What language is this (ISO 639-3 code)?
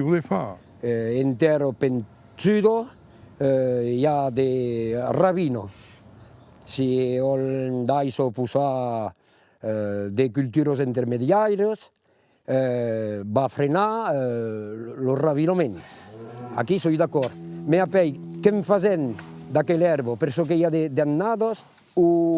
oci